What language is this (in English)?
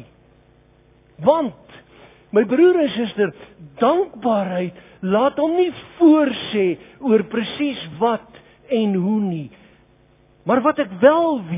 Afrikaans